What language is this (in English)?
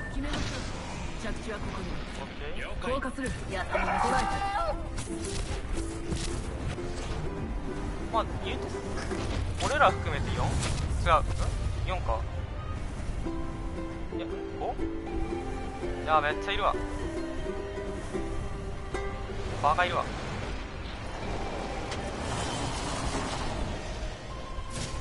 Japanese